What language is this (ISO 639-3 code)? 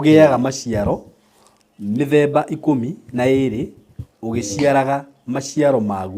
kik